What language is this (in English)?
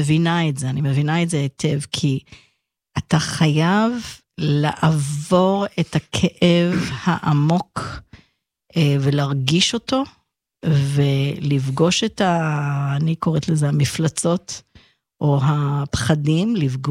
Hebrew